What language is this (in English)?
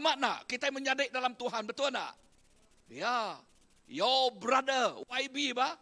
Iban